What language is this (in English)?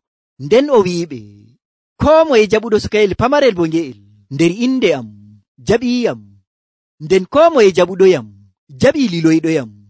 Nigerian Fulfulde